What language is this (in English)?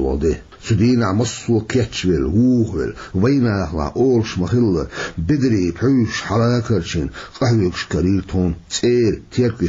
Chechen